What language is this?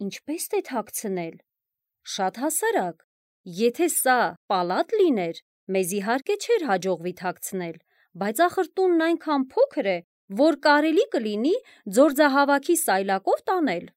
Armenian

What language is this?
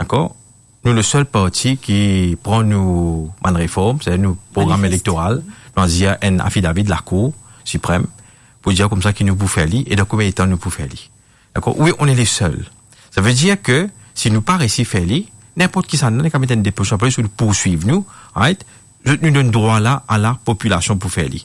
Morisyen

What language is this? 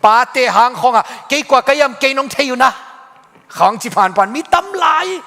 Tedim Chin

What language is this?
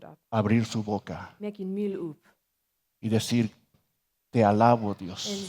Plautdietsch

